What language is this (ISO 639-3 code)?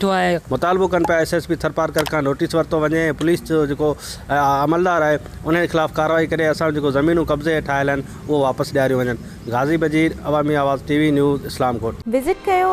snd